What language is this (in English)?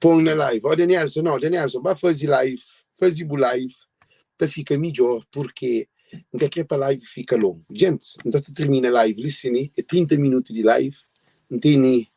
Kabuverdianu